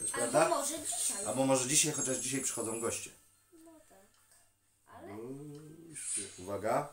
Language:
Polish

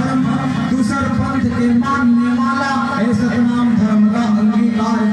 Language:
Chhattisgarhi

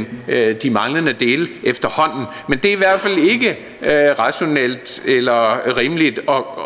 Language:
Danish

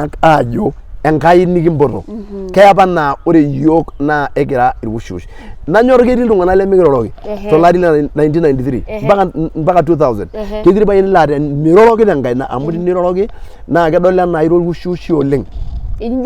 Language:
Masai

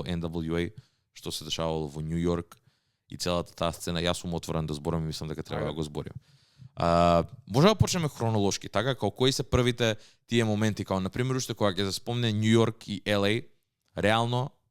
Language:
Macedonian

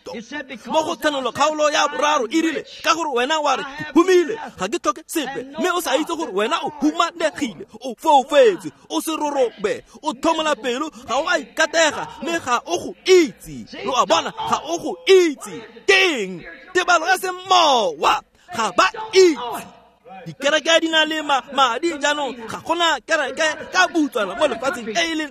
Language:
Tswana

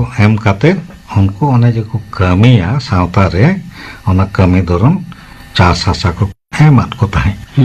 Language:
Santali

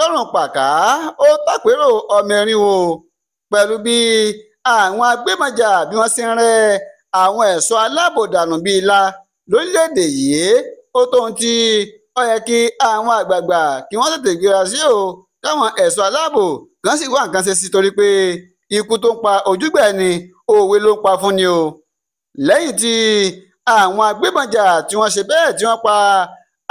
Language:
Yoruba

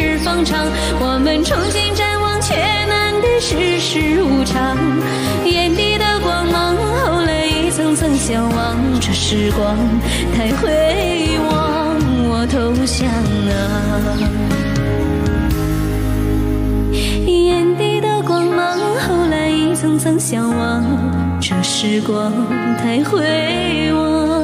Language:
Chinese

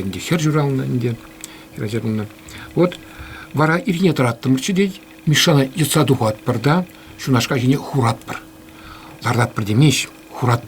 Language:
Chuvash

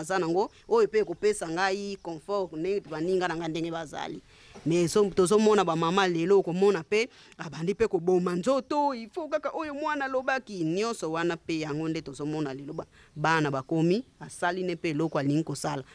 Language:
Lingala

